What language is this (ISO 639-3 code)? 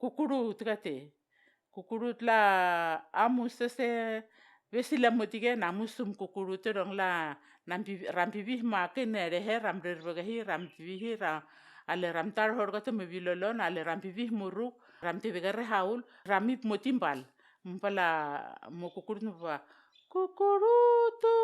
vao